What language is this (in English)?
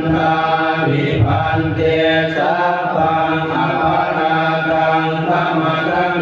Pali